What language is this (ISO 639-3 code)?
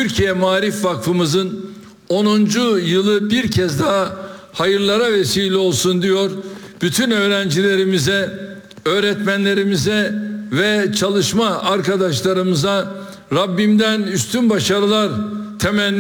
tur